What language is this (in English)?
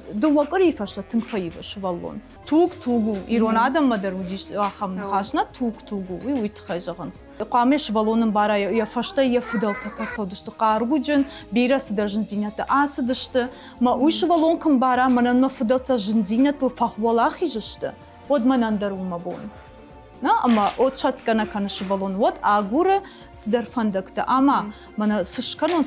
Ossetic